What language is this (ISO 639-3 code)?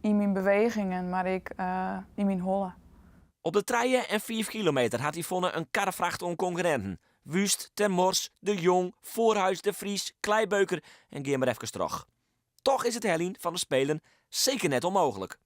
fry